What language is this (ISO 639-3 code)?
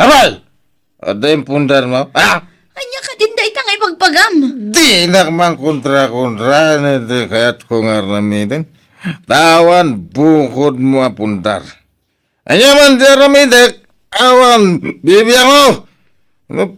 ilo